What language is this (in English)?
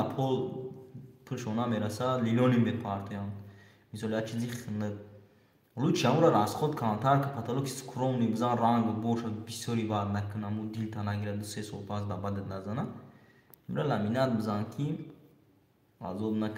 Tajik